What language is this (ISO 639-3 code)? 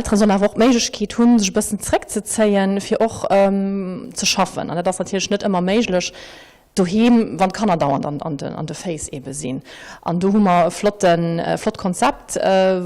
ltz